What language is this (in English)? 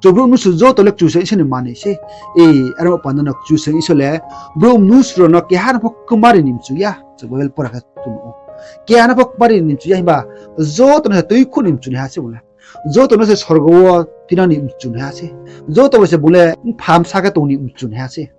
Riang (India)